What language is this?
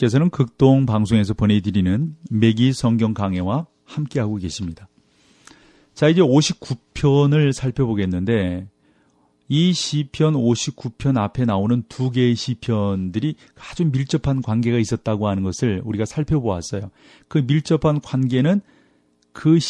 Korean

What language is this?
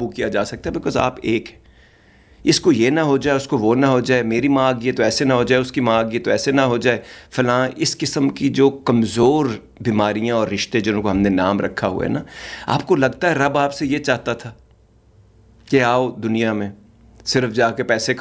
Urdu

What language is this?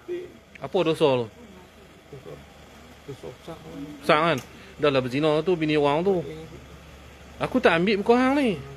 Malay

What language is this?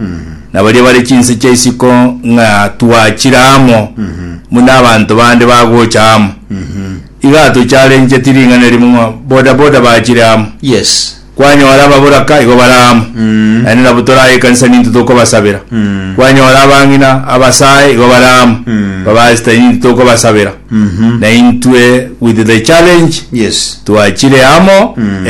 Gusii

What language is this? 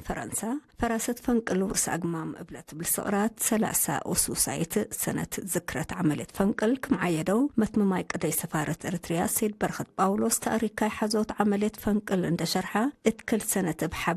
Tigre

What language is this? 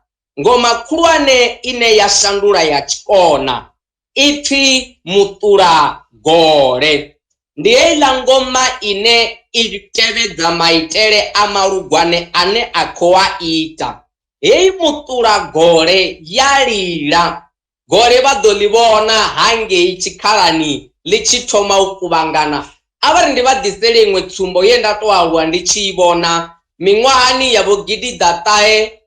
Venda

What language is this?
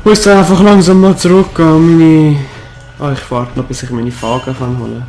Swiss German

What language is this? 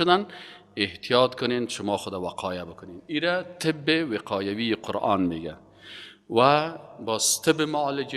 Persian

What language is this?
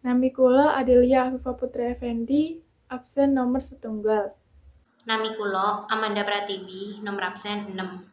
Javanese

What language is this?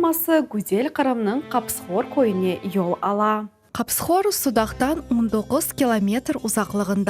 Crimean Tatar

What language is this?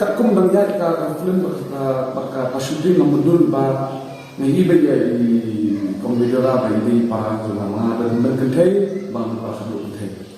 Khasi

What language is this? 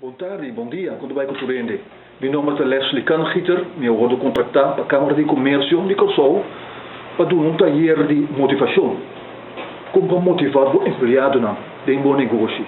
Papiamento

